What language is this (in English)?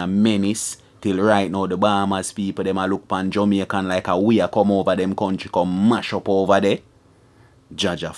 Jamaican Creole English